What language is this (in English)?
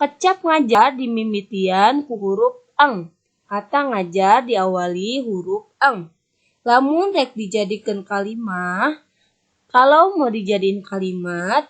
Sundanese